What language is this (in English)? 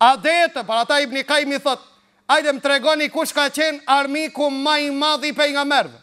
Albanian